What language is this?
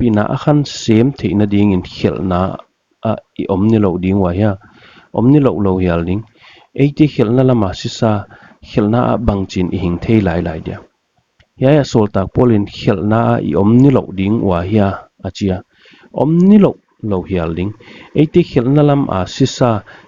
Paite Chin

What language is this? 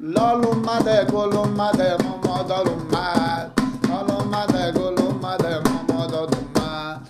Persian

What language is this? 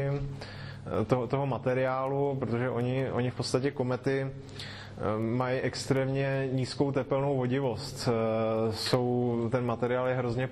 Czech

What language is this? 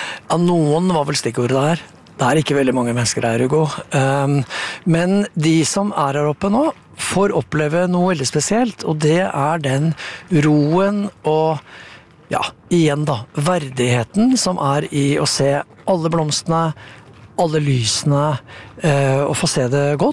Norwegian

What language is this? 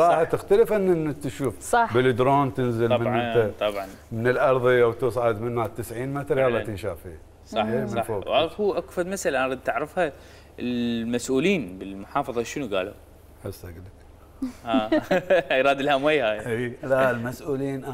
Mesopotamian Arabic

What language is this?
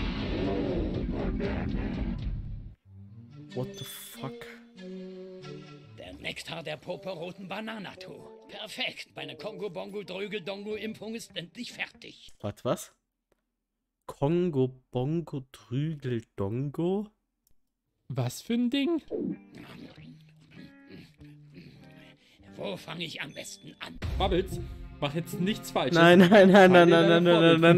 German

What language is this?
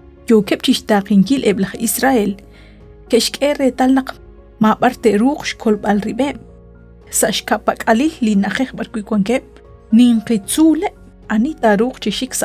Kekchí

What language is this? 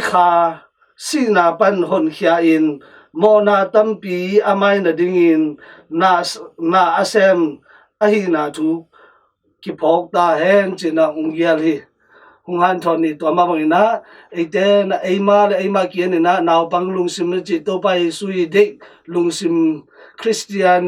Tedim Chin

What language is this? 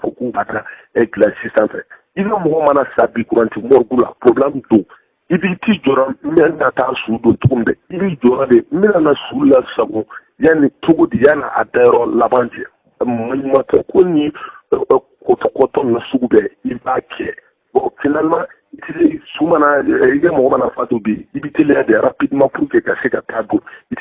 Bambara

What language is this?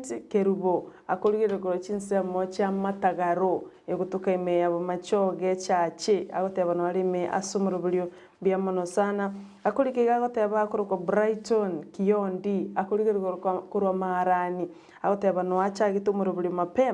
Gusii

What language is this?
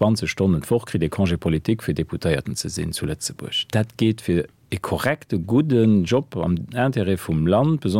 Luxembourgish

